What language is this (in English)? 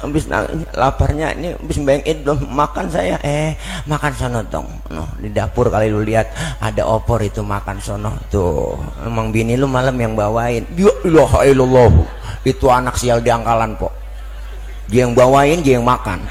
Betawi